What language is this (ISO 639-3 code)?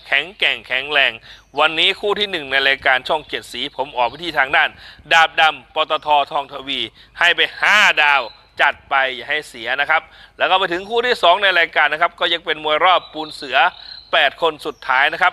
tha